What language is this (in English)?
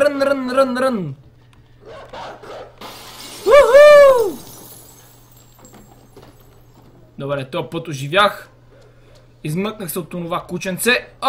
Bulgarian